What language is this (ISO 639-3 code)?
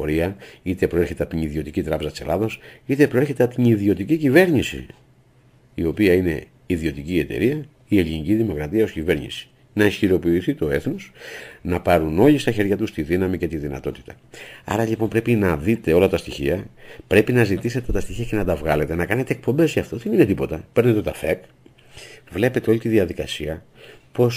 ell